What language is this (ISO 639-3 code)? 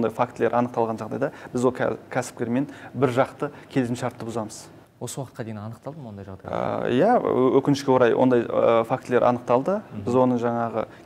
kaz